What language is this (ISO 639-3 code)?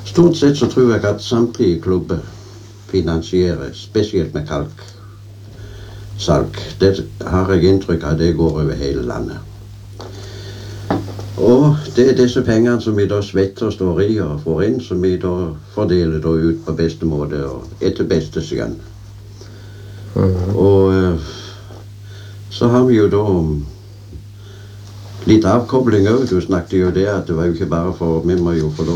nor